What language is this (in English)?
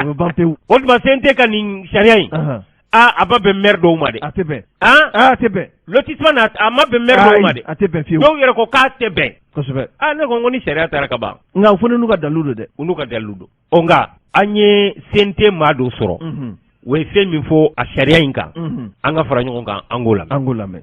Bambara